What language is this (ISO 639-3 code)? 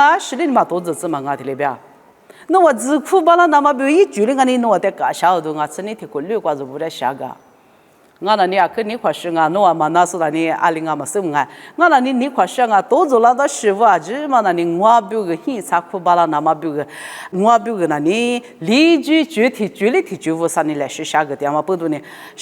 lis